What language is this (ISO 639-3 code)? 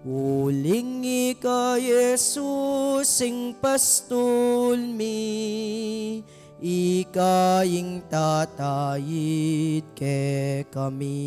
pam